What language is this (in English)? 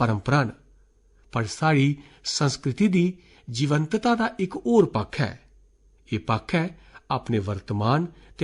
Dogri